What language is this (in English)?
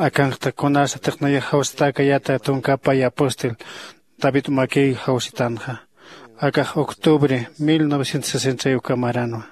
Aymara